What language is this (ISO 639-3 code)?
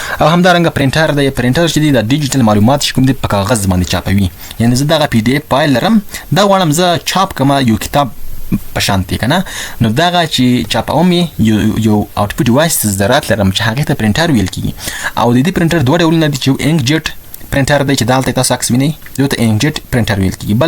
pus